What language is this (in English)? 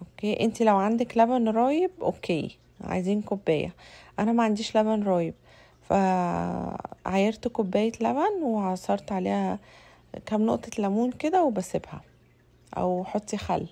Egyptian Arabic